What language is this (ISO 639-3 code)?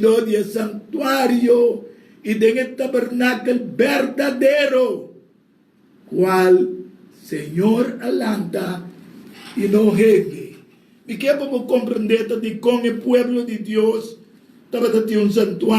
pap